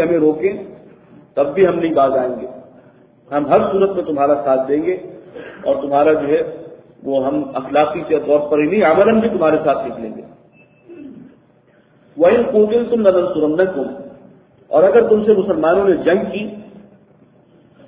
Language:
Urdu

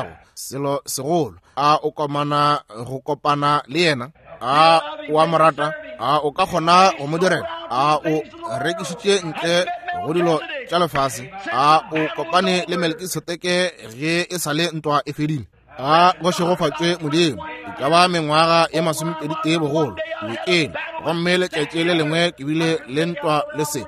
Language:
Northern Sotho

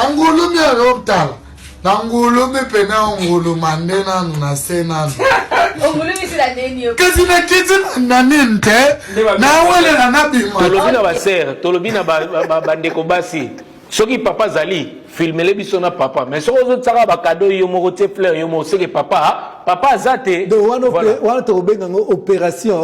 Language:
Lingala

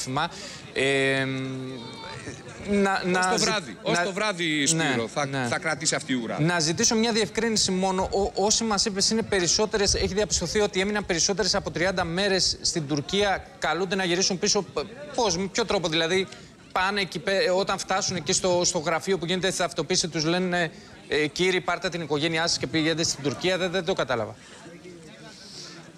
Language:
Greek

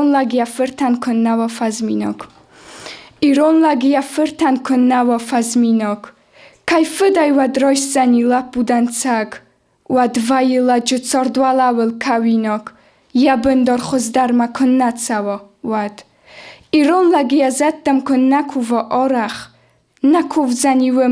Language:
Ossetic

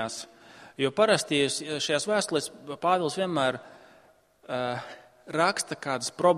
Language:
Latvian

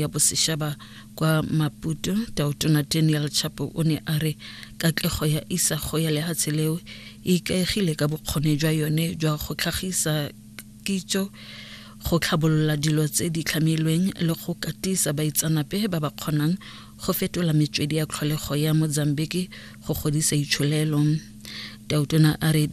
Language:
Tswana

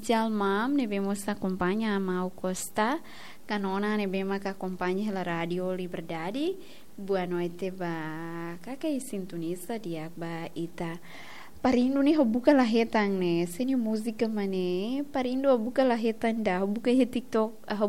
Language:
Tetum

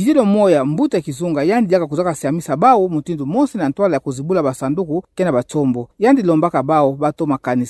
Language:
Kituba (Democratic Republic of Congo)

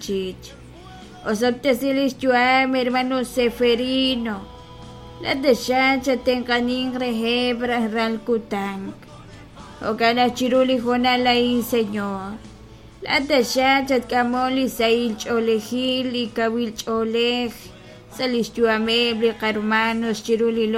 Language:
Kekchí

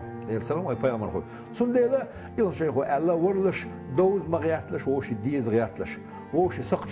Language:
Chechen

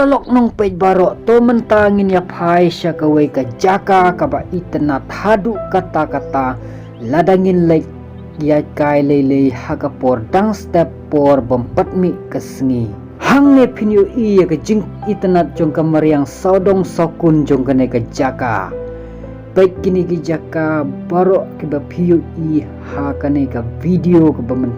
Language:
Khasi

